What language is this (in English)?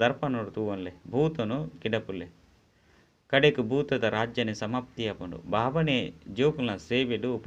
Tulu